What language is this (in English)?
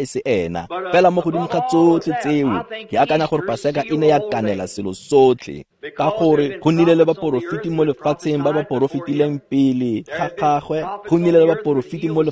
Tswana